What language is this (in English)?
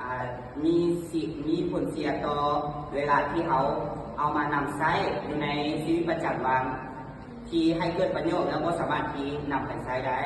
Lao